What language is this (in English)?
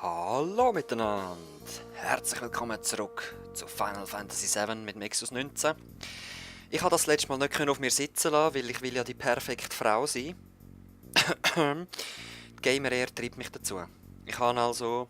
Swiss German